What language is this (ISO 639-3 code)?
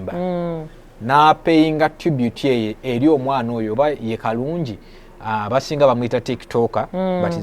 lug